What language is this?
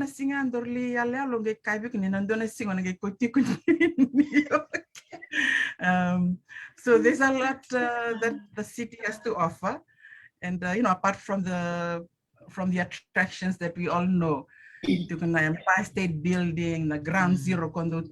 Fijian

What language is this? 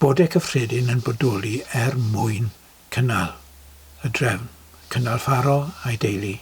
Welsh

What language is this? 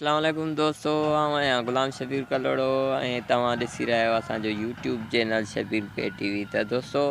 Sindhi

